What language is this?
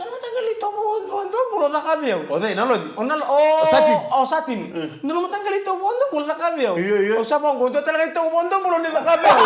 Fijian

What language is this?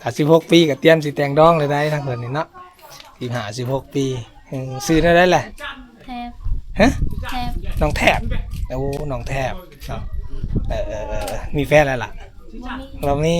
Lao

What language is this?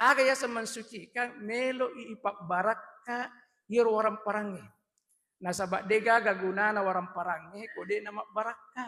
Buginese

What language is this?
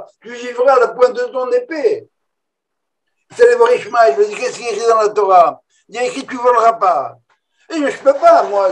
French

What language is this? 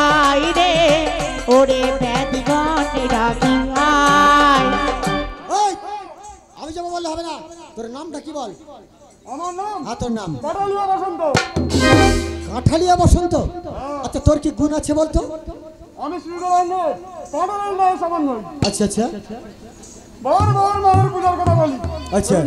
Bangla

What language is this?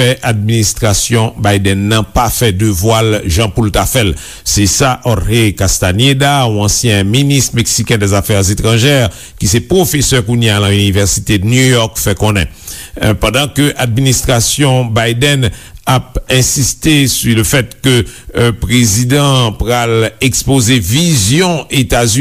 Haitian Creole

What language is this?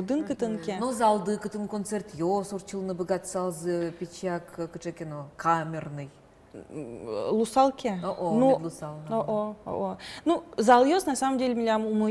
Udmurt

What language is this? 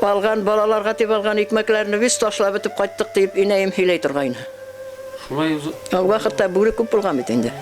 Bashkir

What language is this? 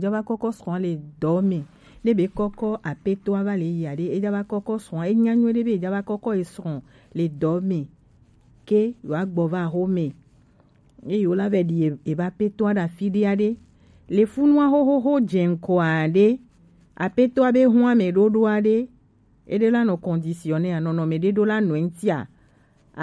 Gen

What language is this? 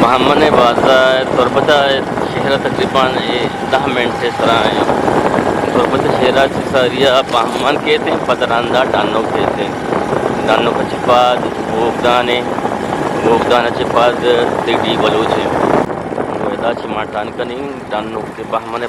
Eastern Balochi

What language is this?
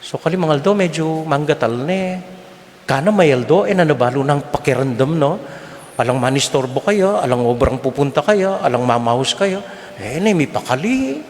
Pampanga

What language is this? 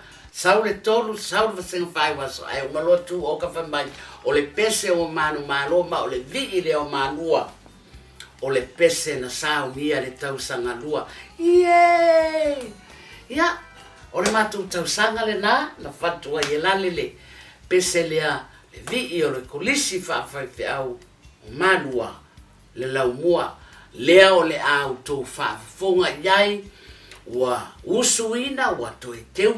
Samoan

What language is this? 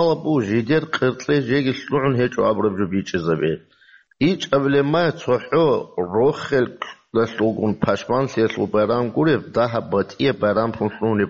Avaric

